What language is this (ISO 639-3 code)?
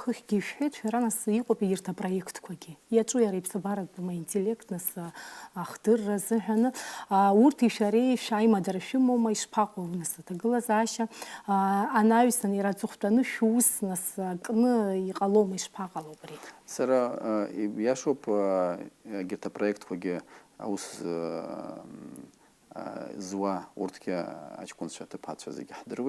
abk